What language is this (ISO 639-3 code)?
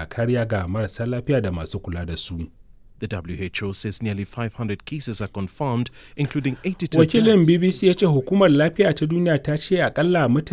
hau